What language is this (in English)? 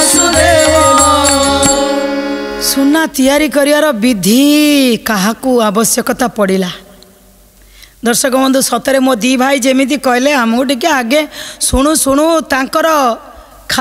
Odia